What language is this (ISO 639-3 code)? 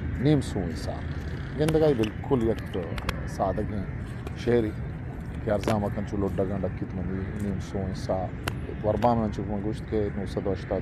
bal